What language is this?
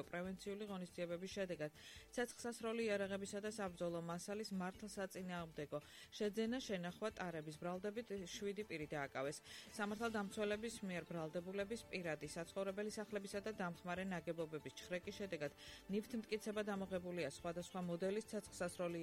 Georgian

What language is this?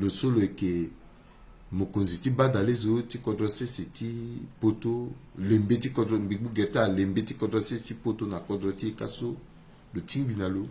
Sango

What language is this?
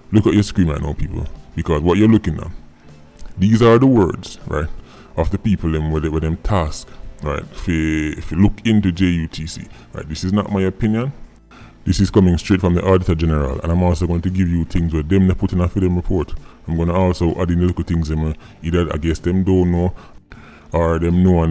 Jamaican Creole English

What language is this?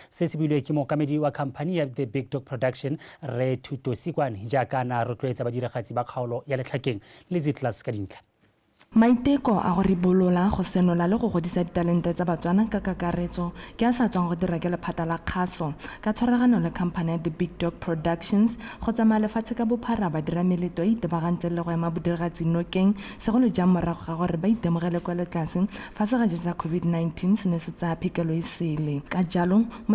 Tswana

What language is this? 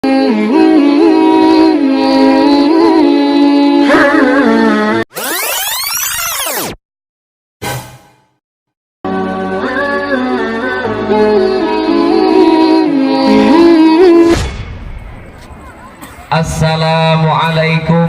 Achinese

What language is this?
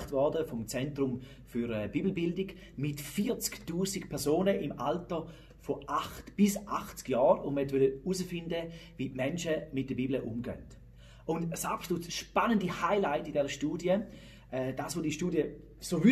Swiss German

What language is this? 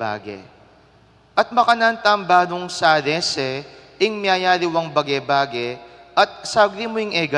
Pampanga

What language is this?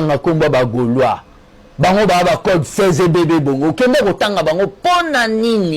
Lingala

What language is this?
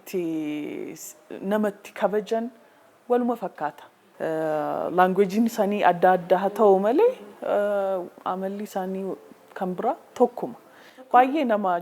Oromo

